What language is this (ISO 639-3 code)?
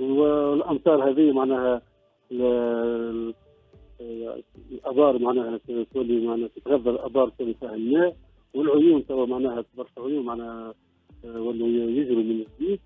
aeb